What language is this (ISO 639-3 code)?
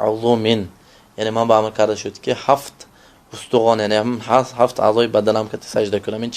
tgk